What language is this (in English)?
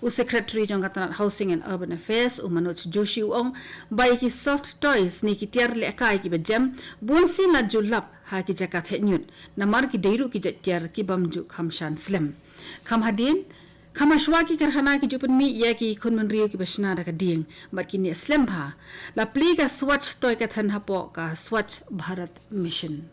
Khasi